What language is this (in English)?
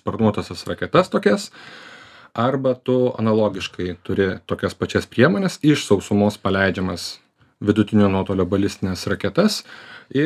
Lithuanian